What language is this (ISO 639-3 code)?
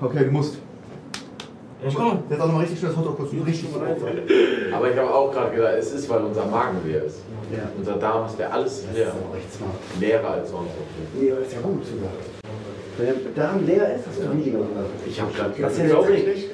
deu